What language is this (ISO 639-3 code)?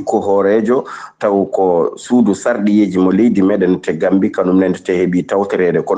ful